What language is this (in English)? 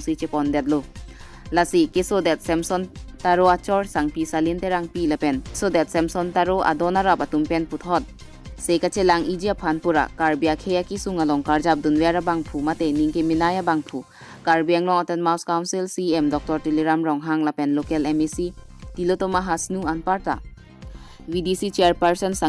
Karbi